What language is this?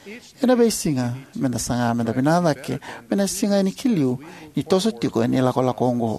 Fijian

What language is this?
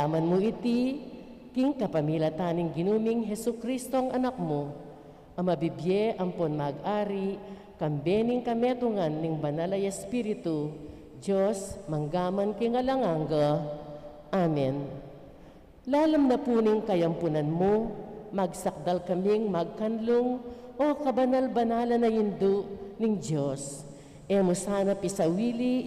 Pampanga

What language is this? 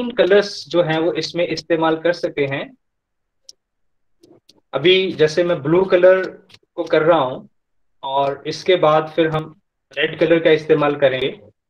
Hindi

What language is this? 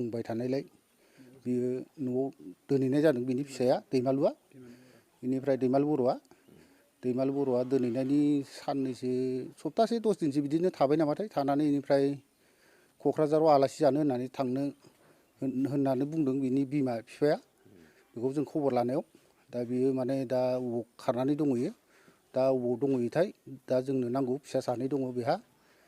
Bodo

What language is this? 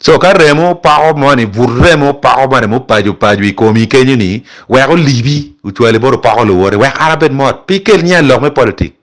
Acoli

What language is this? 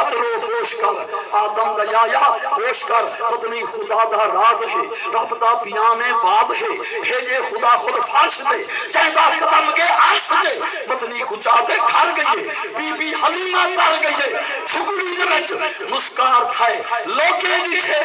Saraiki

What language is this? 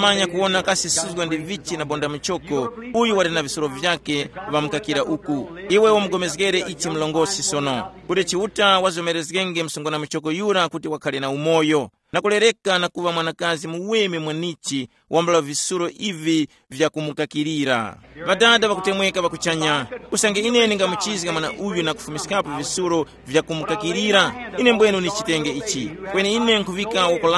Tumbuka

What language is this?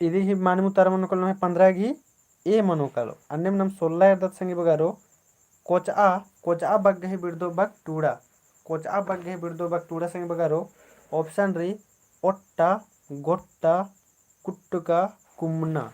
Kurukh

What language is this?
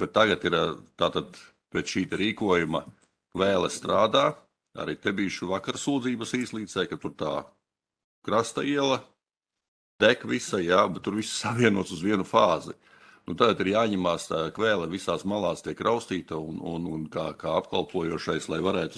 Latvian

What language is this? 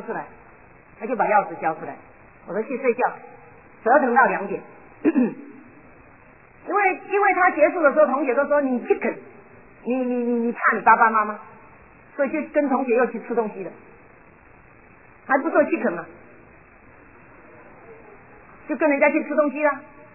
Chinese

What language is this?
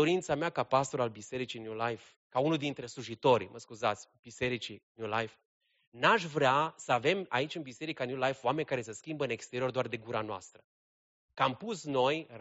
Romanian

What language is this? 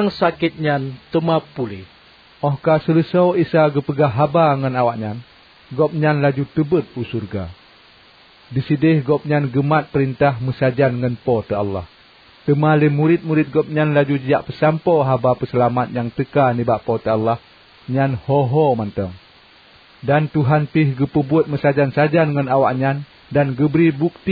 Achinese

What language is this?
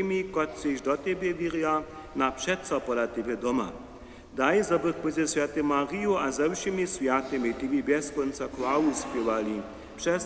Upper Sorbian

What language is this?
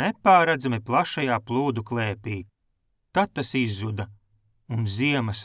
Latvian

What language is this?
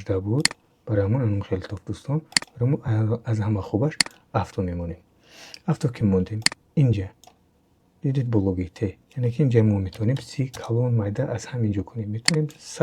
Tajik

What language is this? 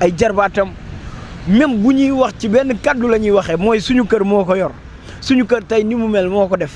Wolof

